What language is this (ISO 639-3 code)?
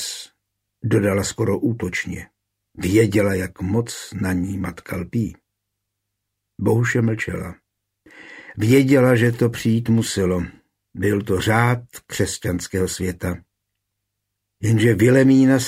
ces